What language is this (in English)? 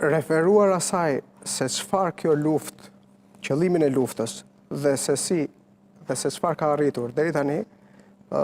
Albanian